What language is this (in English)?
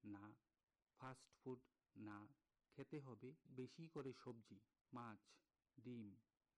Bangla